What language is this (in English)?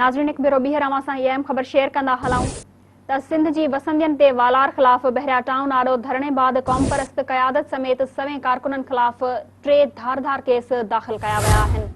Sindhi